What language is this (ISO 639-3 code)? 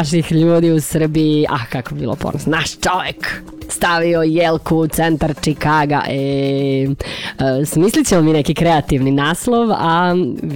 srp